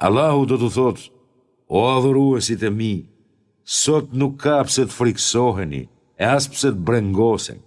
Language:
Albanian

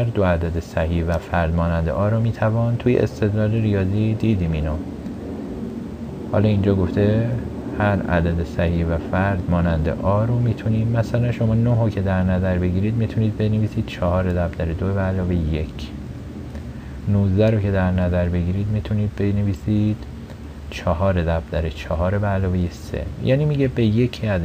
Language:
Persian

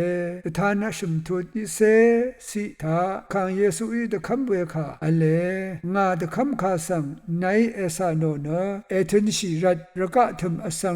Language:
Rawang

